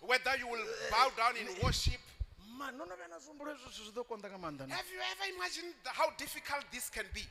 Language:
Venda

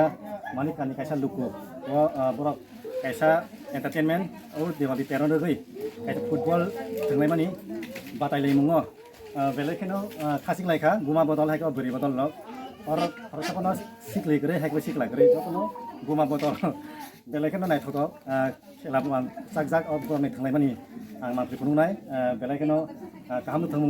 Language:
Kok Borok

